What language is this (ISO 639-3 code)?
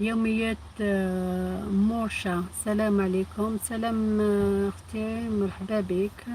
arq